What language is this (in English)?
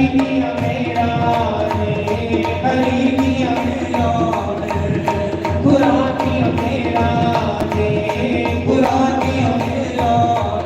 Dogri